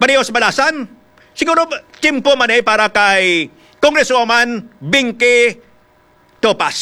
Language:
Hiligaynon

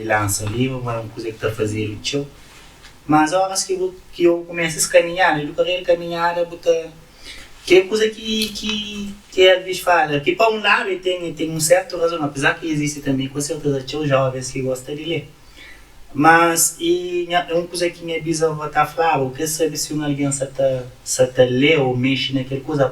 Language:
Kabuverdianu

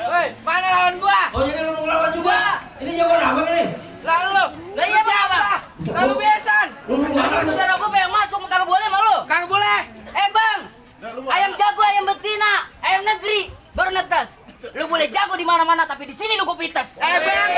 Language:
Betawi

